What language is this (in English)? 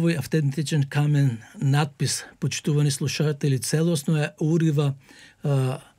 Macedonian